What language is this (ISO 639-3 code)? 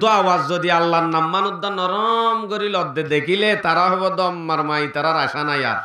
rhg